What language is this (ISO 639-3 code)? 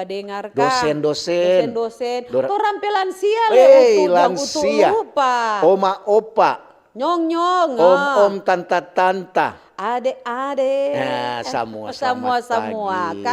xmm